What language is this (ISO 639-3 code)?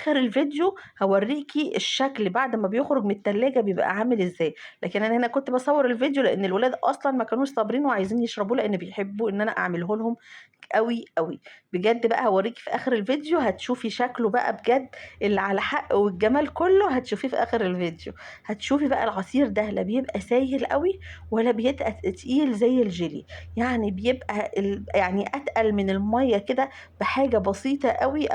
arz